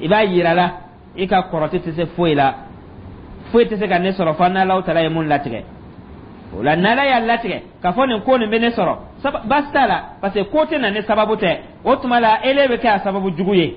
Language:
Dyula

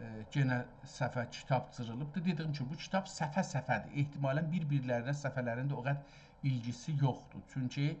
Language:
South Azerbaijani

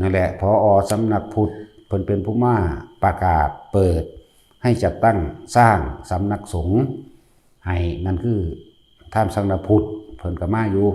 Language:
Northeastern Thai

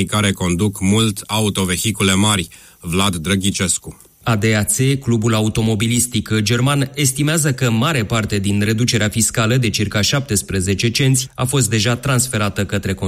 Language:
Romanian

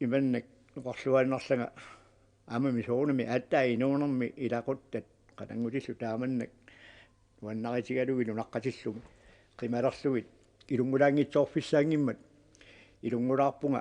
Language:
Kalaallisut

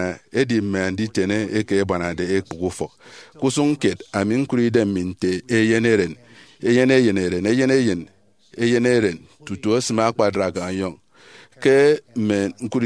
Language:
Efik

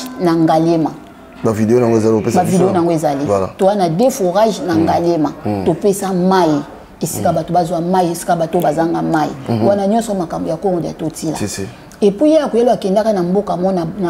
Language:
Lingala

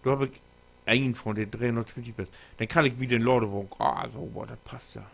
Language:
Low German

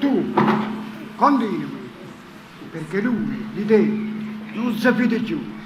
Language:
Neapolitan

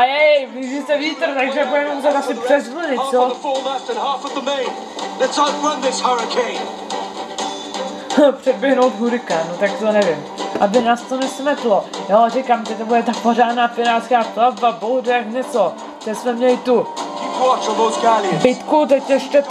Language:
Czech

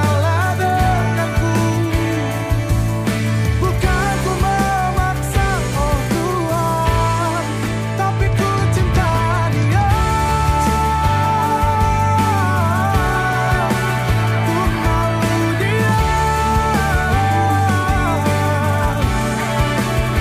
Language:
Indonesian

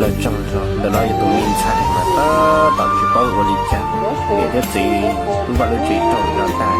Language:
Hmong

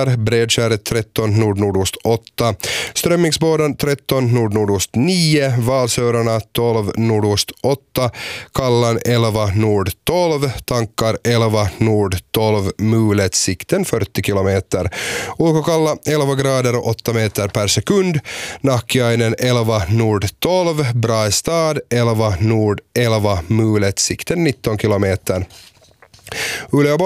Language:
Swedish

